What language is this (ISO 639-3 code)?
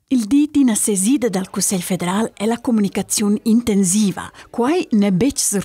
roh